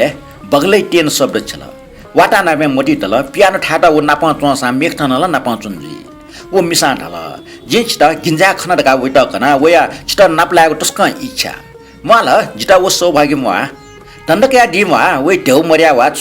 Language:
Newari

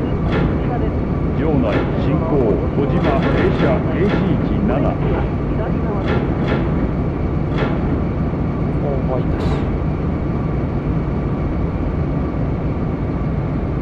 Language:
Japanese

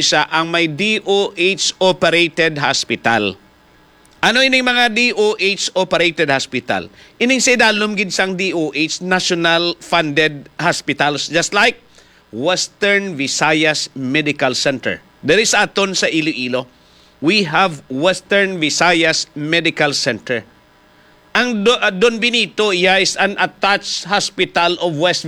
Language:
Hiligaynon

